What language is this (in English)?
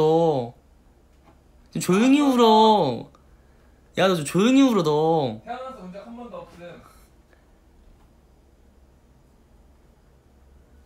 Korean